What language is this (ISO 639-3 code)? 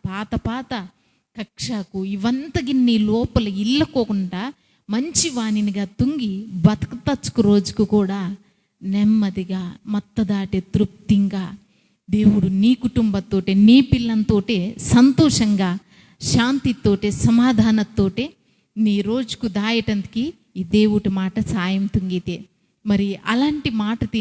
kff